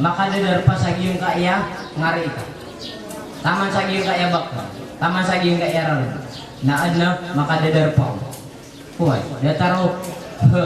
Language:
Maranao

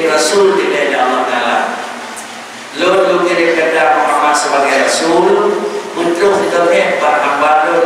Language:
Malay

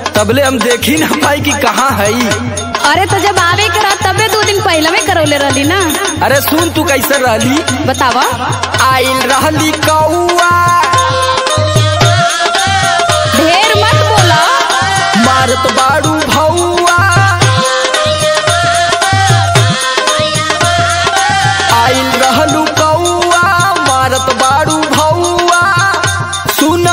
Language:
Bhojpuri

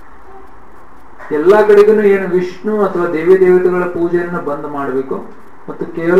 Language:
Kannada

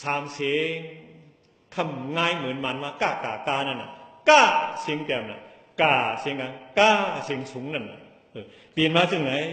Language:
Shan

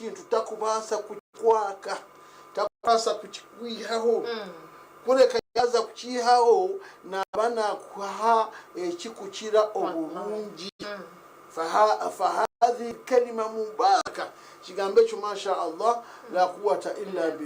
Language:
Nyankole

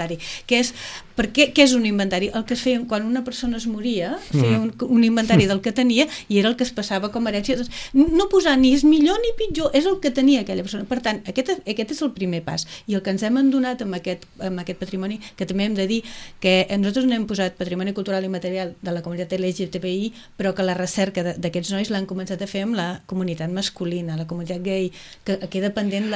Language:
Catalan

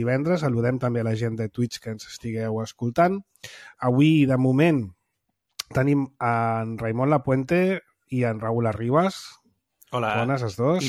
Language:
Catalan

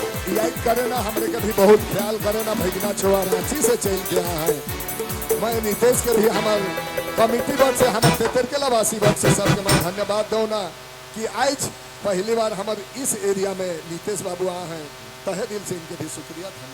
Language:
Sadri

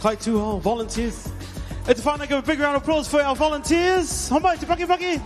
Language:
Māori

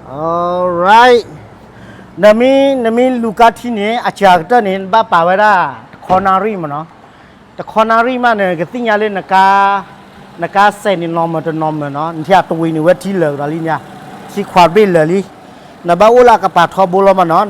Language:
S'gaw Karen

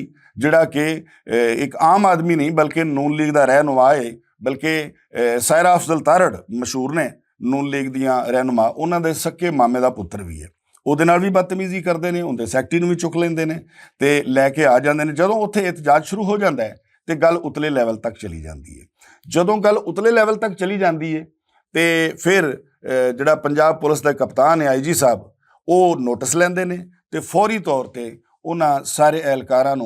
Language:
Western Panjabi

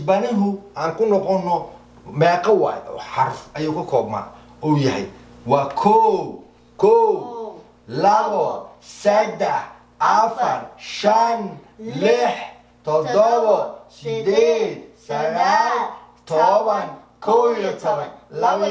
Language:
Somali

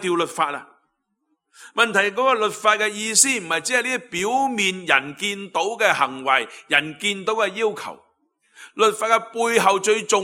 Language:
Cantonese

